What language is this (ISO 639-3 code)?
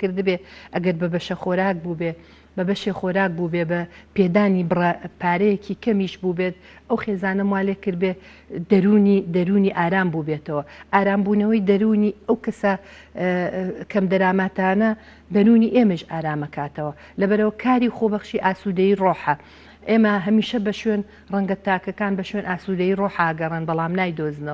ckb